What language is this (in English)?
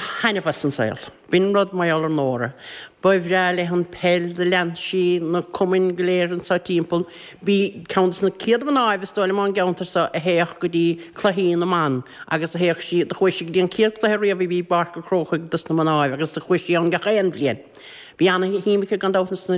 Irish